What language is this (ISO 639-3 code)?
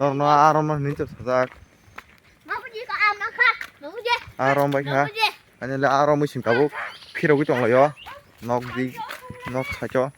trp